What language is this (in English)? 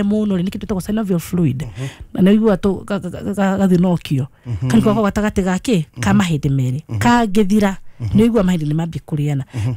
Kikuyu